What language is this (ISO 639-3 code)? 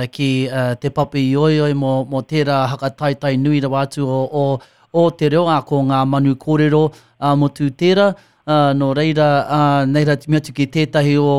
mri